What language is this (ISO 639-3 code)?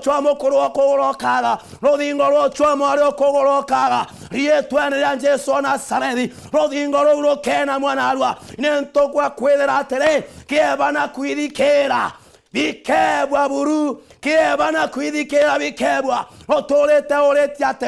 mer